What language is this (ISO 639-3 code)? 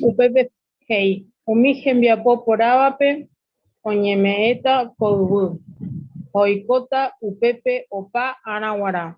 grn